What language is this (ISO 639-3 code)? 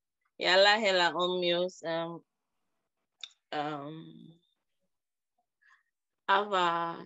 fin